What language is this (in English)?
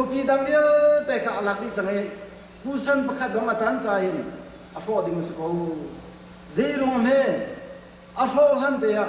Hakha Chin